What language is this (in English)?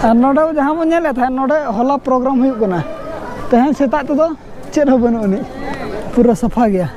Santali